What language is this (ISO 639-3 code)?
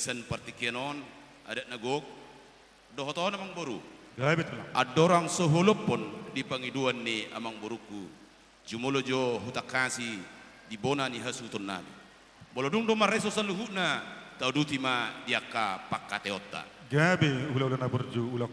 bbc